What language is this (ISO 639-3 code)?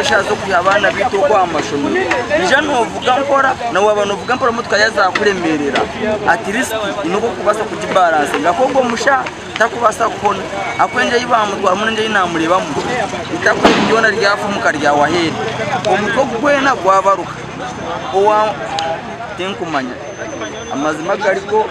nyn